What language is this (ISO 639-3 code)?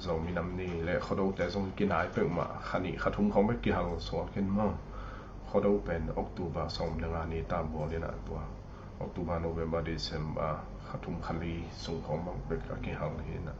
ctd